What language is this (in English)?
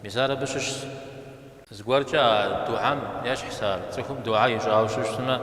Kabardian